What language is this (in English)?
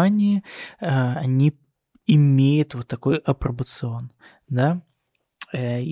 Russian